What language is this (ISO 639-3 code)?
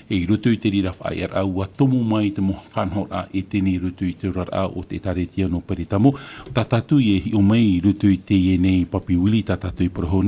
tah